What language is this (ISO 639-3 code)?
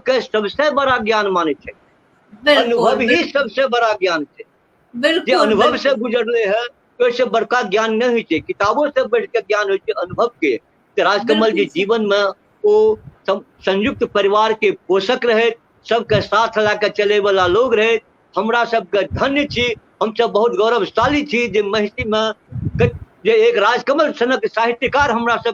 mai